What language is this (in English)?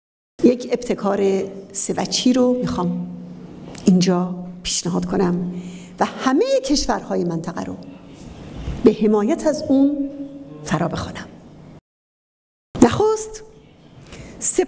Persian